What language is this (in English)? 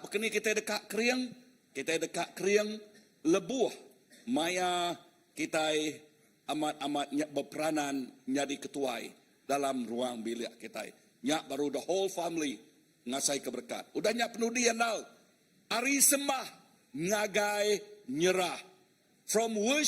Iban